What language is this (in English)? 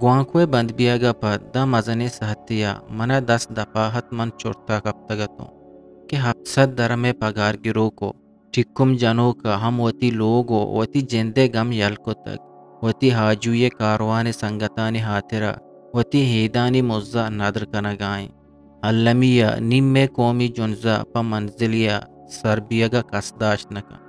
Eastern Balochi